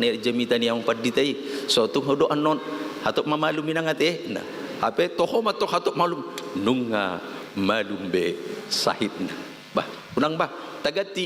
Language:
Batak Toba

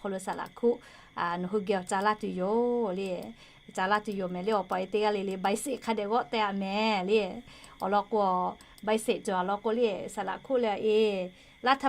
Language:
Lahu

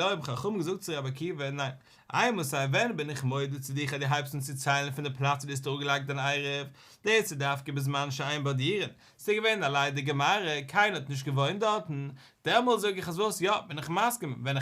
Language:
Yiddish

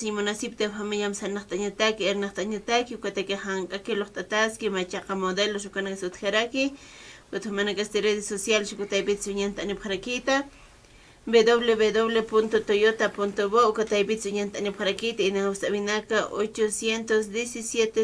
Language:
Aymara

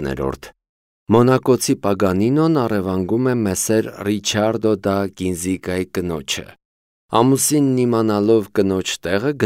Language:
Armenian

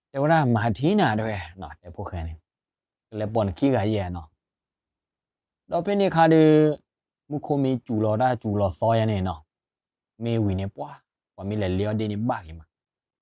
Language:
S'gaw Karen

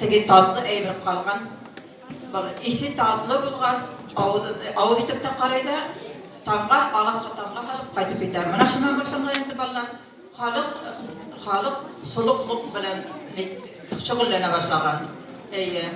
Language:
Bashkir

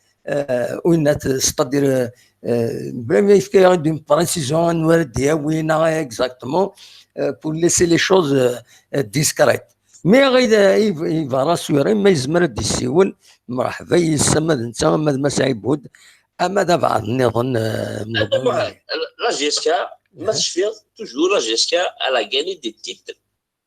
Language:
Kabyle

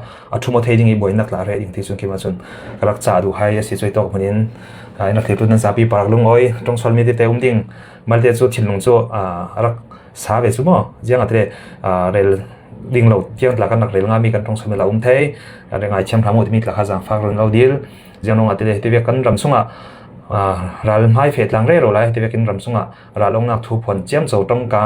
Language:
Falam Chin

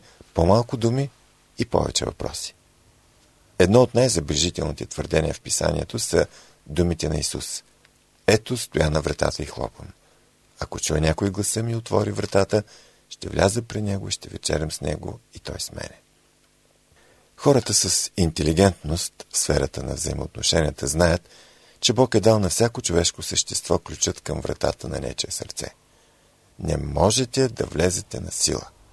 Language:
Bulgarian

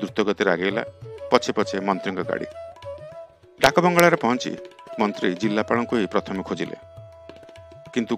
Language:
Odia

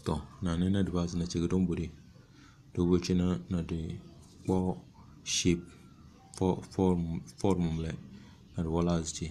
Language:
Tem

